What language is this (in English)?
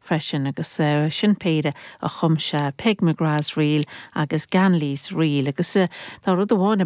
Irish